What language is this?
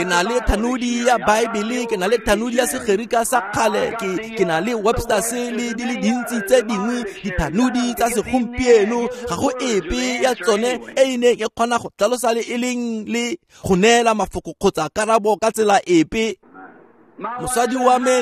Tswana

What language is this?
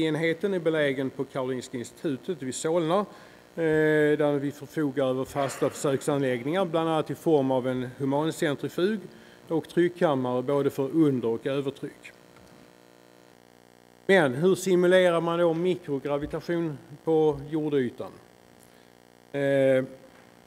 Swedish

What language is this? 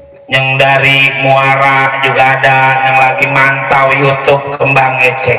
Betawi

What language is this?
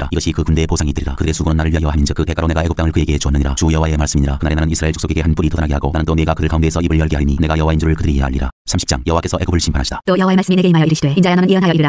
Korean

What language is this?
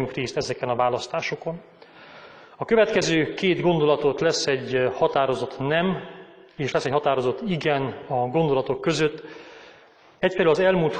Hungarian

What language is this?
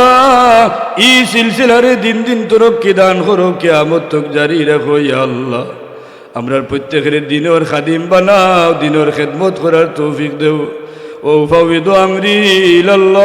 Sylheti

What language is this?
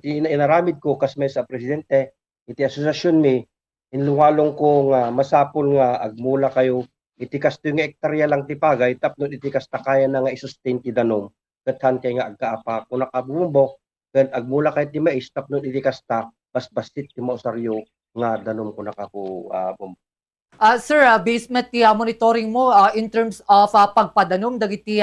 Iloko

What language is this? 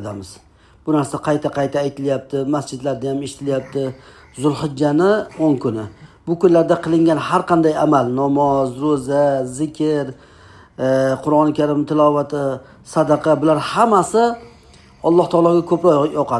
Uzbek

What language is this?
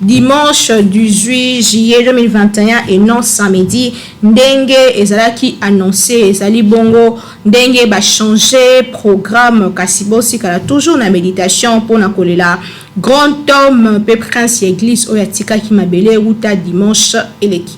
Lingala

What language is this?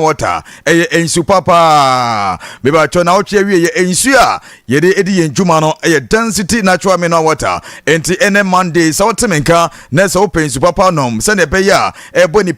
Akan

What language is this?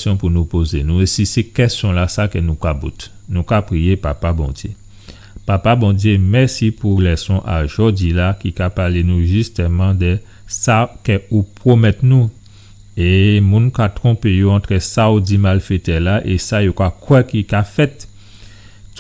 Guadeloupean Creole French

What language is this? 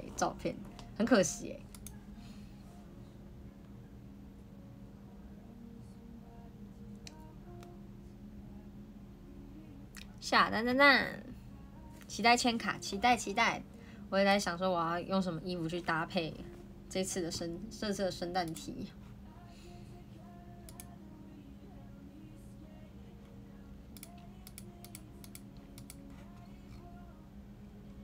Chinese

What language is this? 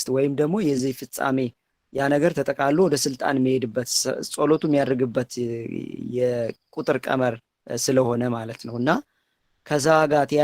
Amharic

